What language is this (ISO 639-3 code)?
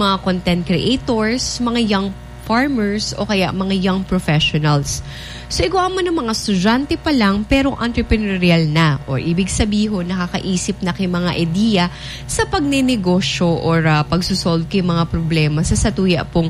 bik